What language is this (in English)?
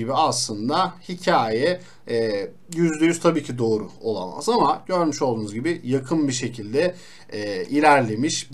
Turkish